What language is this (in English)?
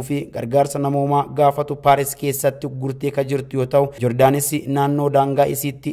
Oromo